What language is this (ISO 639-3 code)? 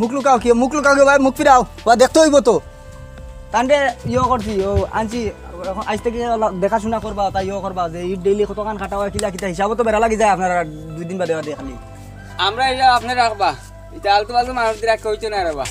syl